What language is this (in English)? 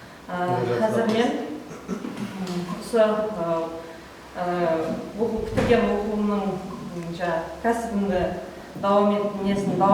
Kara-Kalpak